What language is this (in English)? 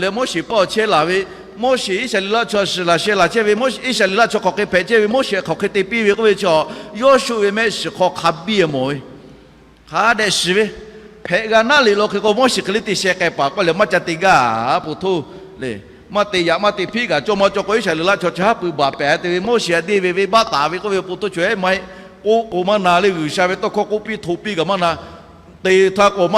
Lahu